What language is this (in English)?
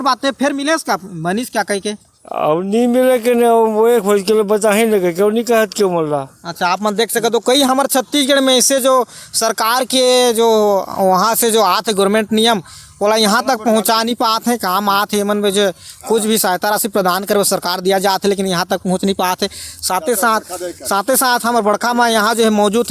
Chhattisgarhi